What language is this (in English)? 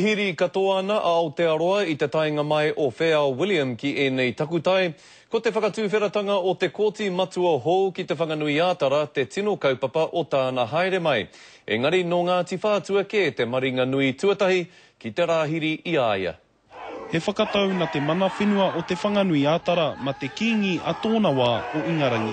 Māori